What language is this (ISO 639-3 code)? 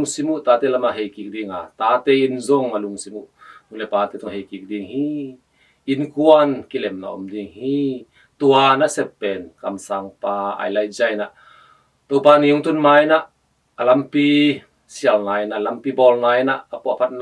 ctd